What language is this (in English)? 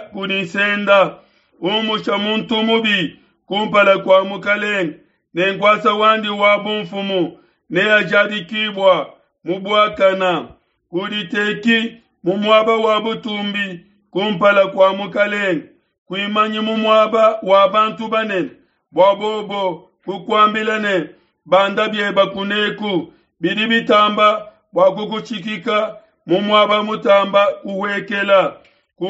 Luba-Lulua